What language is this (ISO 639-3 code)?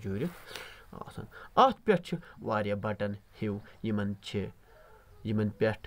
kas